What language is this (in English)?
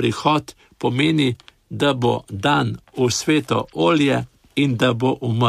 Slovenian